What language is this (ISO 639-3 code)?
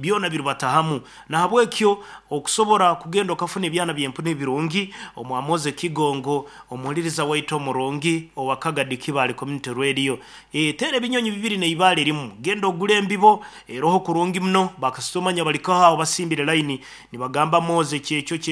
nyn